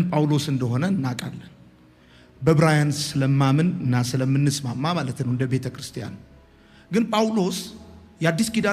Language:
Amharic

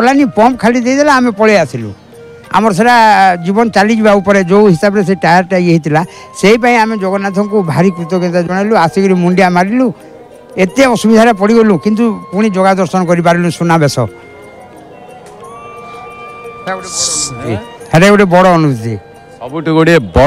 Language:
Odia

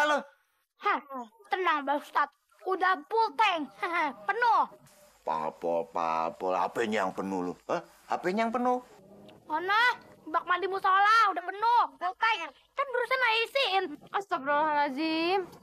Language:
Betawi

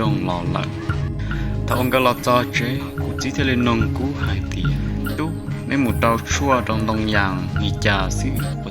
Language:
Hmong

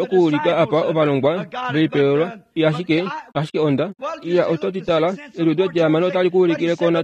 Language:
Kuanyama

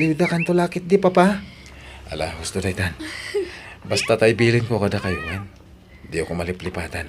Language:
Iloko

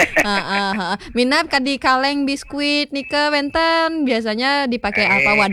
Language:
Balinese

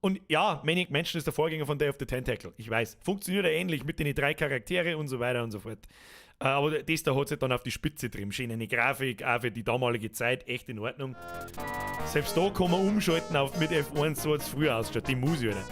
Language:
Bavarian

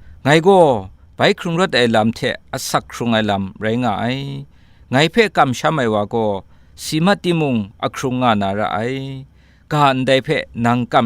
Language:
Kachin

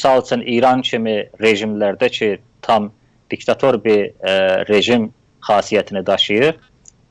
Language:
South Azerbaijani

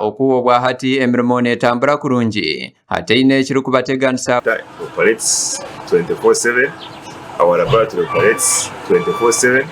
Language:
Nyankole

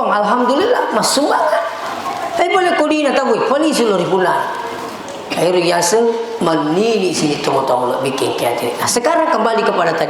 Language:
Buginese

